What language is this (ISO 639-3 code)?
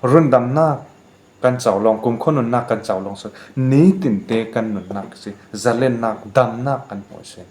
cfm